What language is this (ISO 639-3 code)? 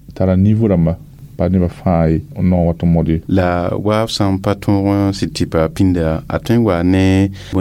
mos